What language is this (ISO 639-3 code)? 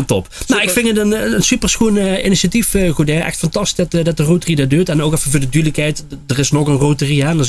lim